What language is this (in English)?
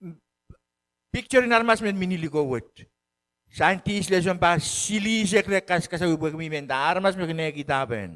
Pohnpeian